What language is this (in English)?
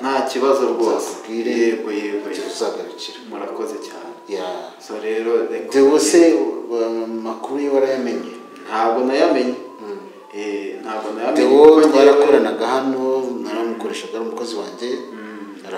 Kinyarwanda